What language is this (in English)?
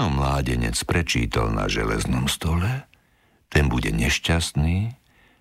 Slovak